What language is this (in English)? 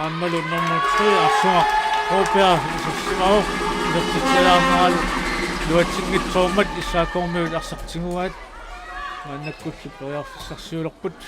Kalaallisut